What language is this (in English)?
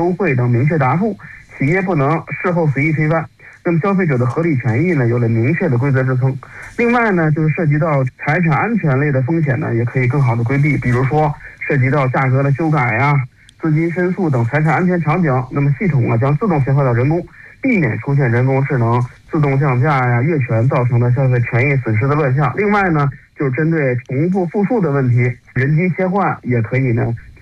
Chinese